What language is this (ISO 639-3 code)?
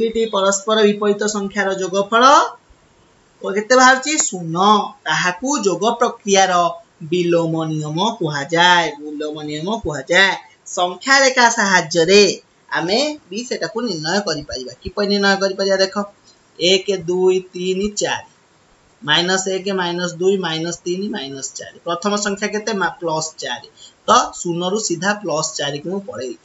ori